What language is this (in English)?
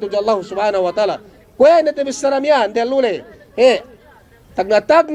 Yakan